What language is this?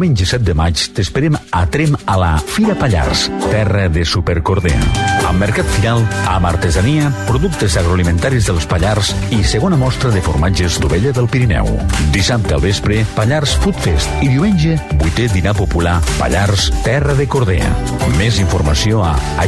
Catalan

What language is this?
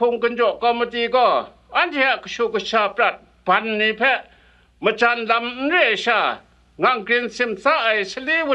Kachin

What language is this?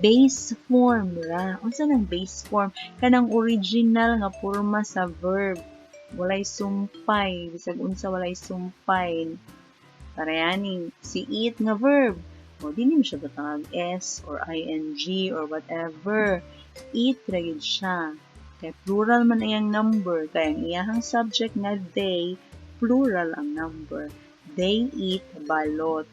Cebuano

